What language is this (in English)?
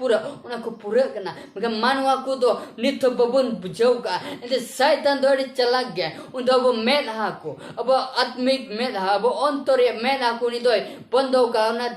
Santali